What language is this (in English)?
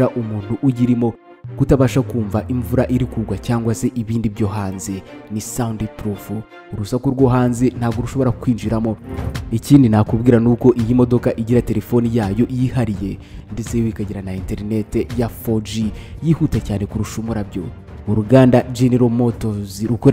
Kinyarwanda